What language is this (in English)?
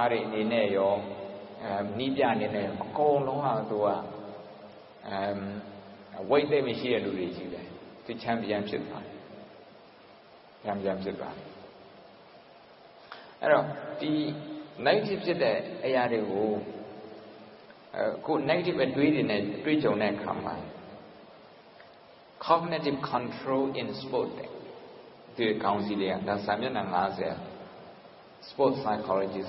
Burmese